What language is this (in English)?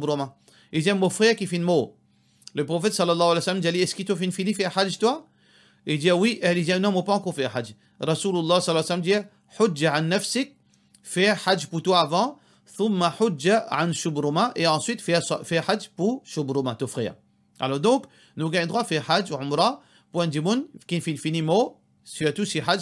Morisyen